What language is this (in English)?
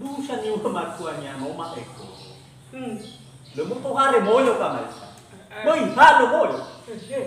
Nias